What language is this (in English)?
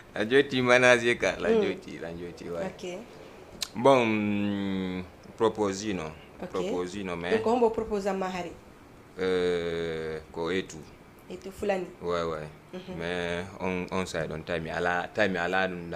Fula